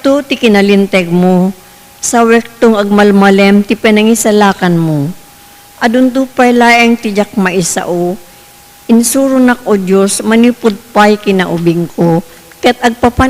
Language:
Iloko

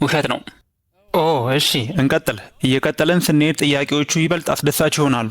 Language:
Amharic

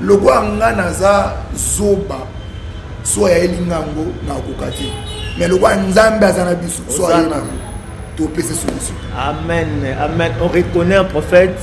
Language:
Lingala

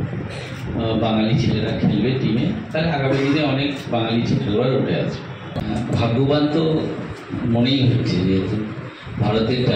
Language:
Bangla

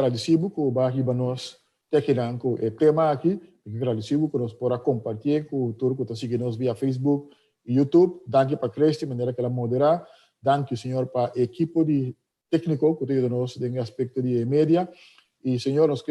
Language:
Papiamento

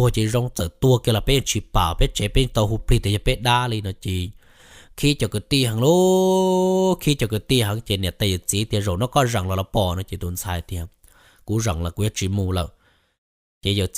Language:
Hmong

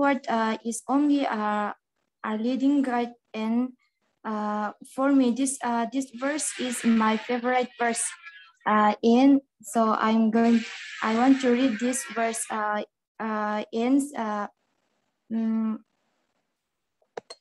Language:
English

